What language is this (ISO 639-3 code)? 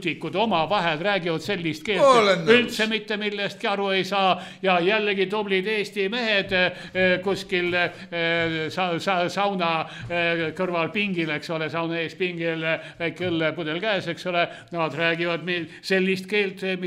est